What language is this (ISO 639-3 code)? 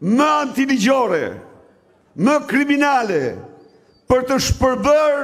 sqi